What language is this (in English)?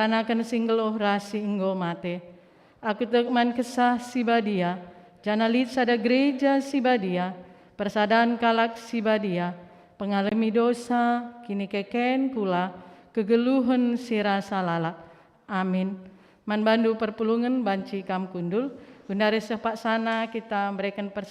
Batak Karo